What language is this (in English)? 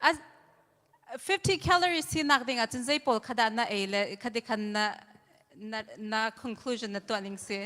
Hakha Chin